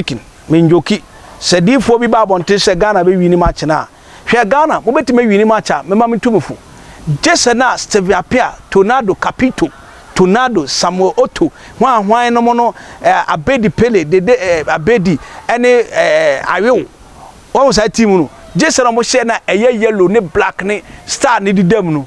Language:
Akan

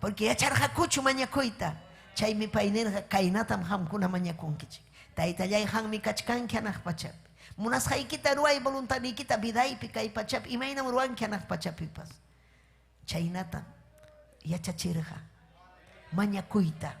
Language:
Ayacucho Quechua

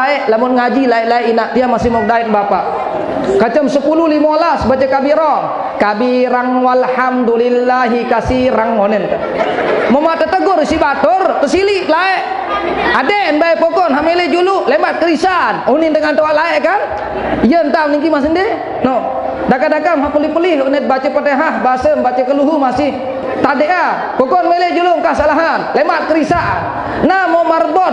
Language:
Sasak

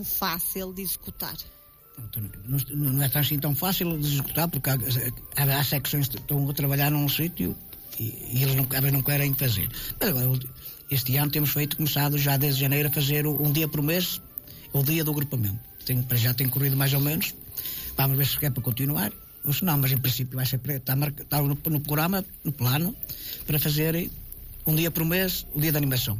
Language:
Portuguese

